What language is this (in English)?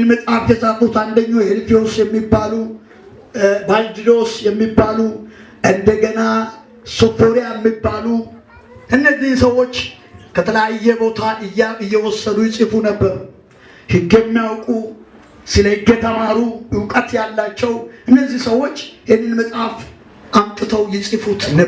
Amharic